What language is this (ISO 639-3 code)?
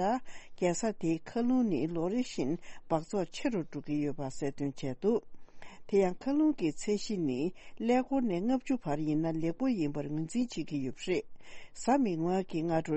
bod